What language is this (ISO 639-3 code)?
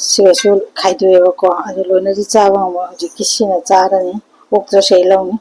mni